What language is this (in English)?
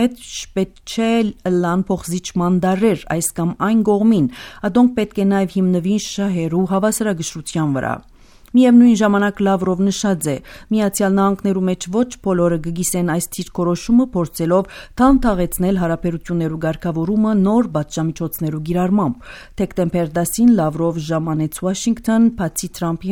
Armenian